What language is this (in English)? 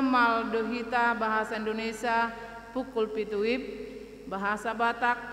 Batak Toba